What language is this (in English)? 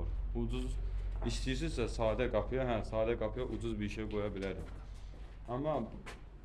Azerbaijani